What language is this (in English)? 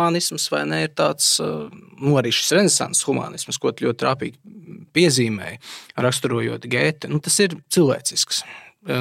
Latvian